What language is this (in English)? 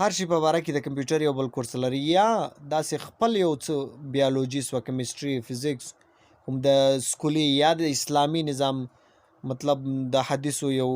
Pashto